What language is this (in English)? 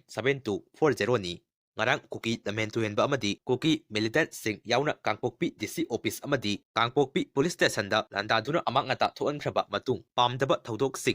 Manipuri